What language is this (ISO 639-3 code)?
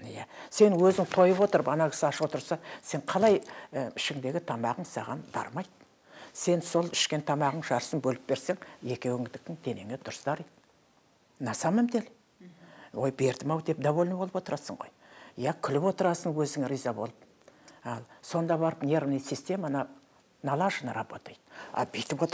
kaz